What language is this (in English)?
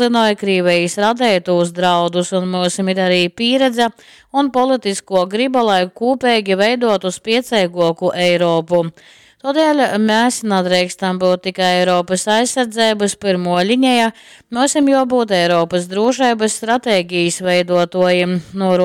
Latgalian